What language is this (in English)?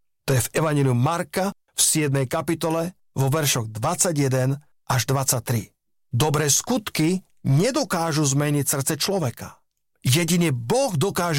Slovak